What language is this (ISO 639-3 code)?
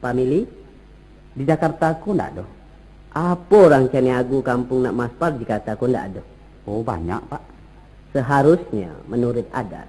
min